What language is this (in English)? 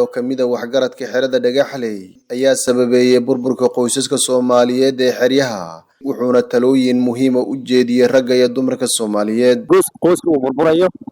Somali